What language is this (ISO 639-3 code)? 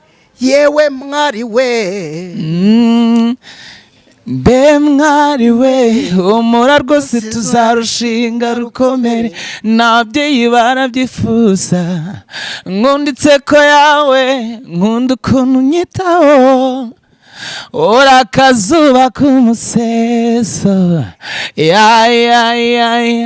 kin